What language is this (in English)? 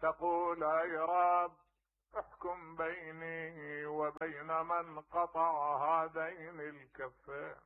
Mesopotamian Arabic